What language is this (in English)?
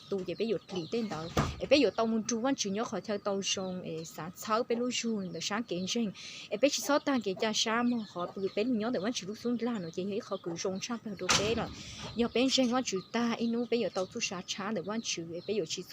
Hmong